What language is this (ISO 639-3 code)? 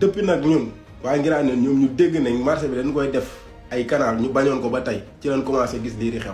wol